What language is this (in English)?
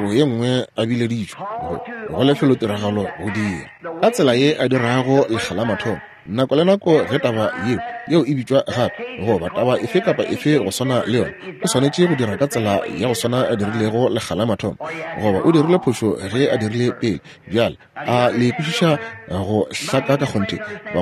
Northern Sotho